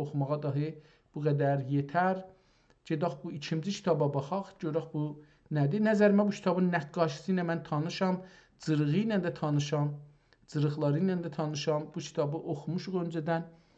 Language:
South Azerbaijani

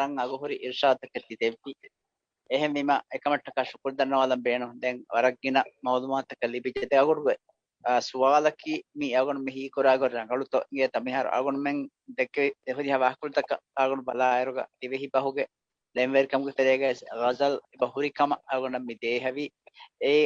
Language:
Divehi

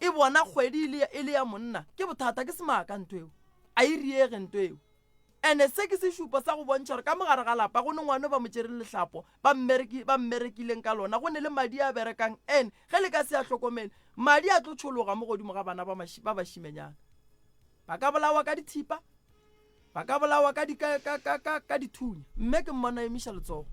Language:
Northern Sotho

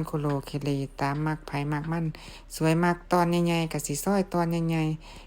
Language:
Northeastern Thai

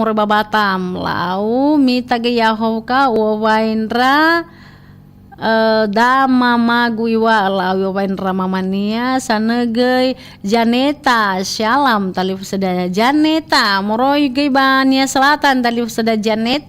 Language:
Nias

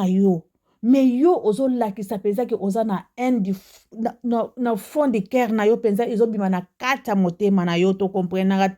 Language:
Lingala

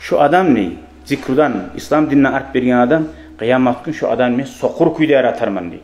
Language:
Kumyk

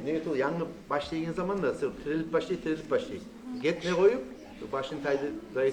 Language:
Kumyk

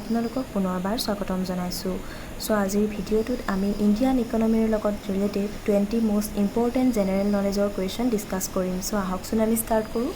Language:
Assamese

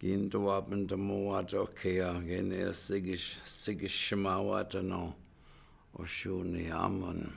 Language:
Chippewa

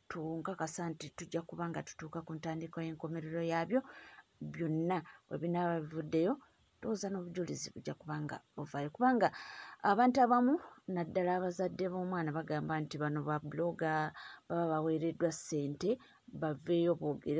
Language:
Ganda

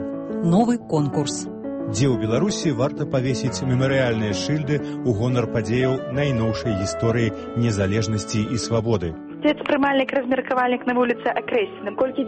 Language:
Belarusian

